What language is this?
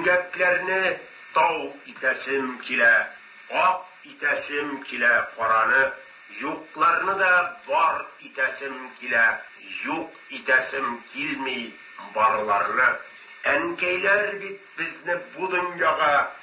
Tatar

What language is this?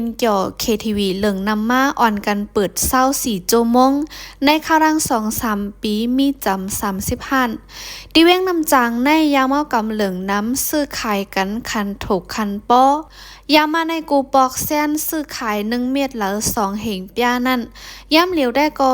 Shan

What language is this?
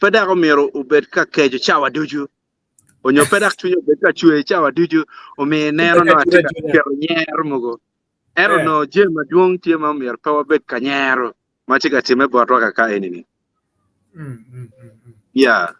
Acoli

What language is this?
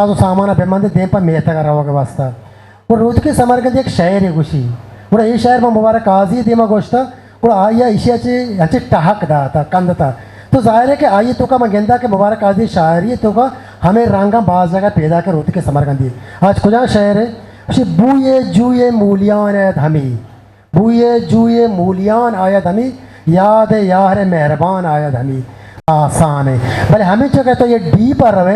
Eastern Balochi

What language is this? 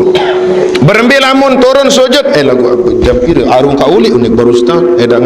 Sasak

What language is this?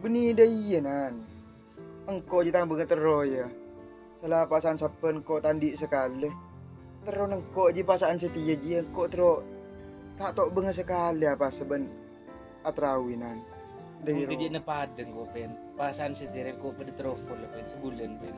Madurese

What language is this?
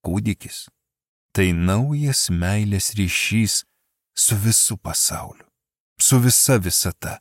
Lithuanian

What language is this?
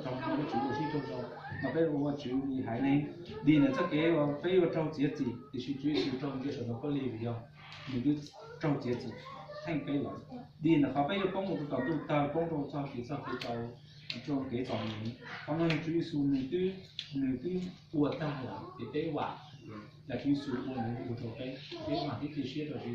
Hmong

